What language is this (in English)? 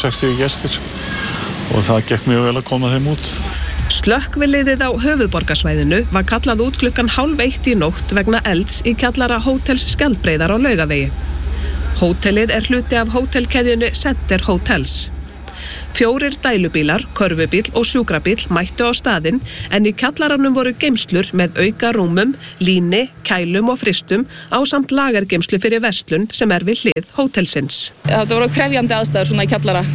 Icelandic